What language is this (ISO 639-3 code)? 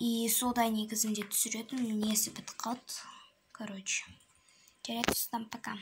kaz